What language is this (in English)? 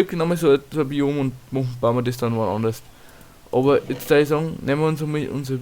Bavarian